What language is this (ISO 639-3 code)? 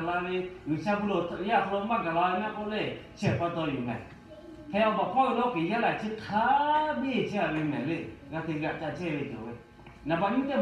lhu